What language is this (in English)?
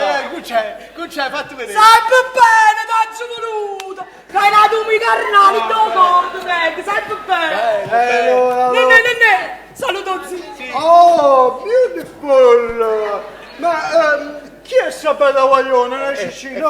Neapolitan